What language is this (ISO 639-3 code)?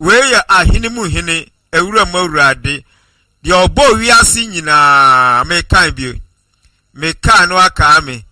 aka